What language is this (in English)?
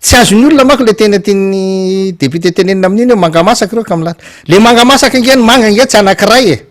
Malagasy